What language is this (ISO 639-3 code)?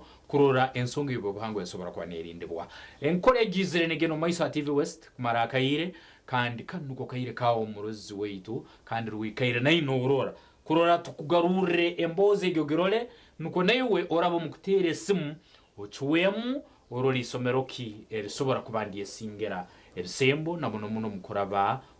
nyn